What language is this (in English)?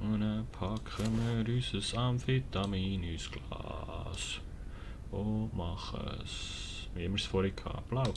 Swiss German